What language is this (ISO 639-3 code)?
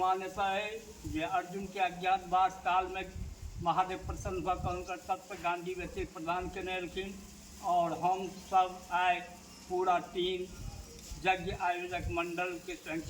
mai